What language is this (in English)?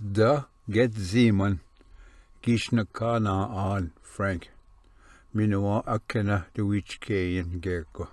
Ojibwa